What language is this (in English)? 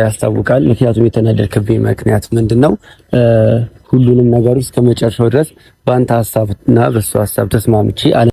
Amharic